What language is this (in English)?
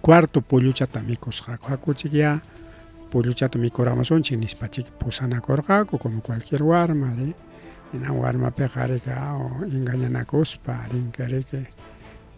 Ayacucho Quechua